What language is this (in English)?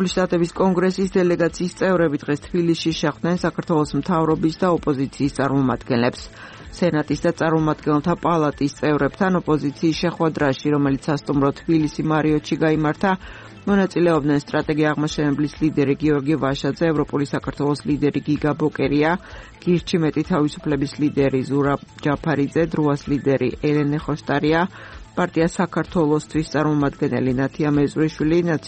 Georgian